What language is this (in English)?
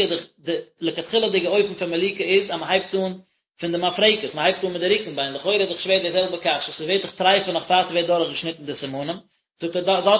Yiddish